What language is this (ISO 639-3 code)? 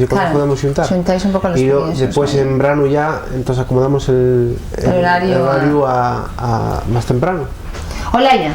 ast